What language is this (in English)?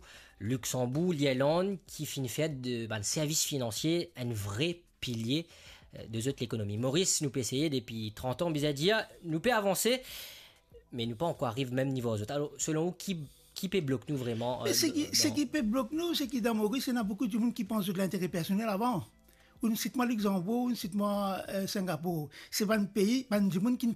Morisyen